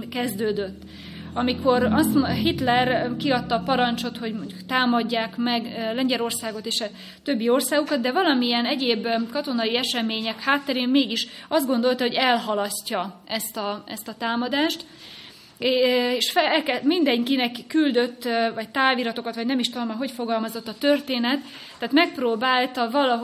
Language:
Hungarian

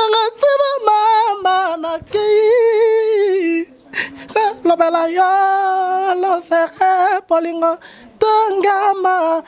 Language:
Lingala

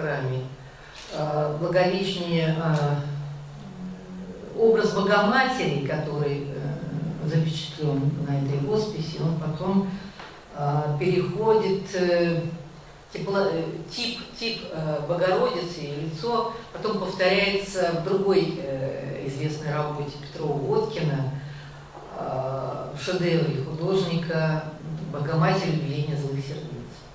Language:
Russian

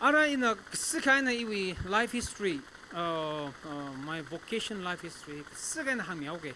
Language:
Tangkhul Naga (India)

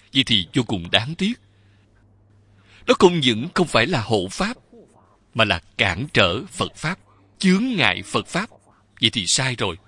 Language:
Vietnamese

